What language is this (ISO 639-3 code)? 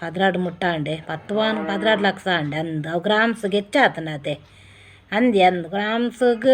tcy